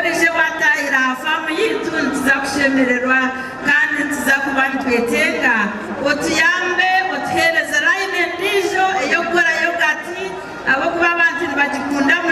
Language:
Nyankole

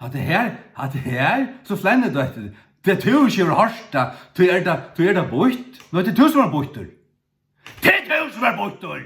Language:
Faroese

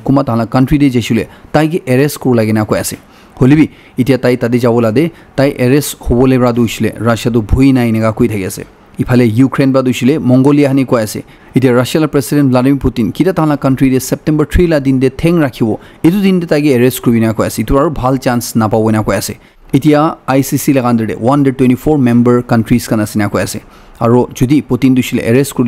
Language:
Naga Pidgin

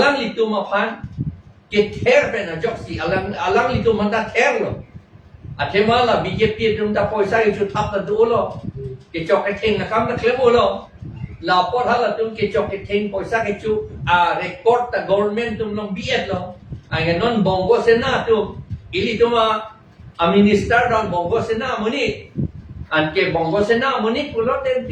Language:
Karbi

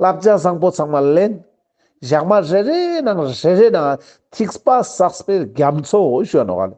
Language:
Ladakhi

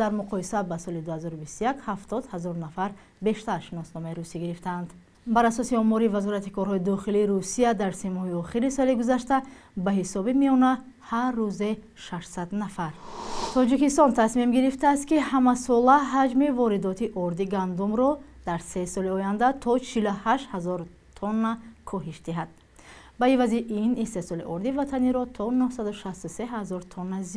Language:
Tajik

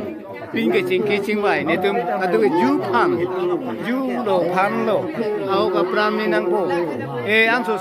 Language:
Karbi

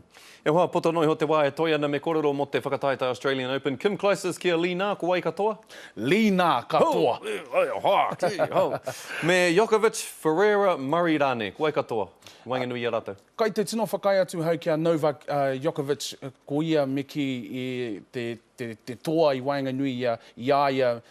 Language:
Māori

